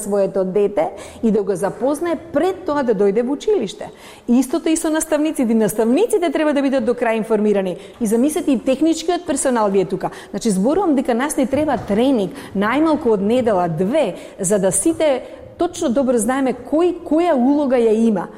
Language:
Macedonian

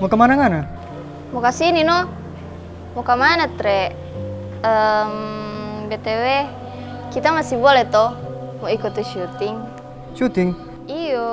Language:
Manado Malay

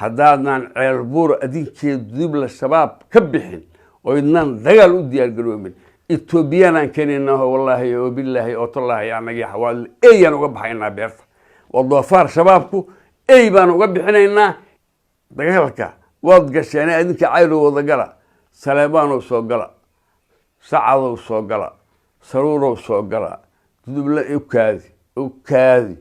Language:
Somali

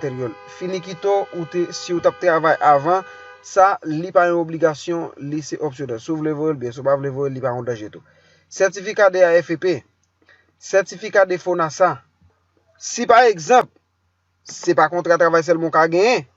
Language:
Haitian Creole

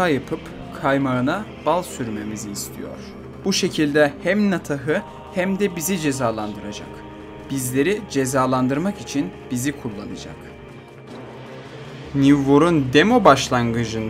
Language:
Turkish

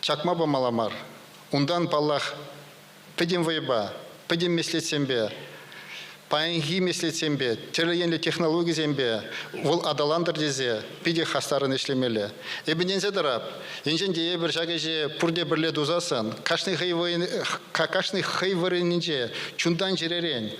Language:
Chuvash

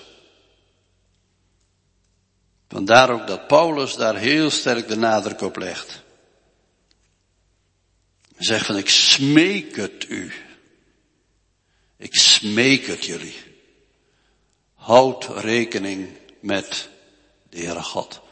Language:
Dutch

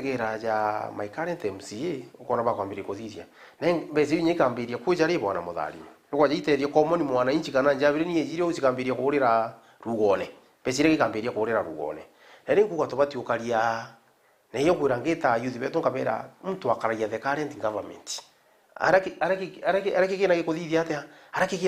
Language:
Meru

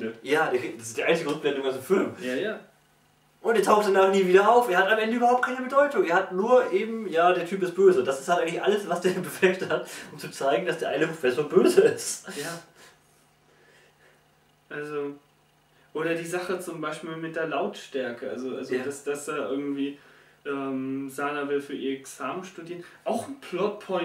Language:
German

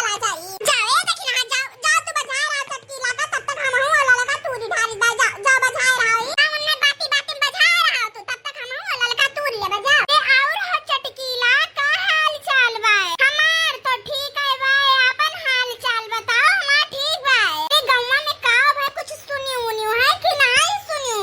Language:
Awadhi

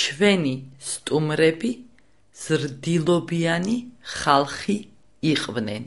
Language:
Georgian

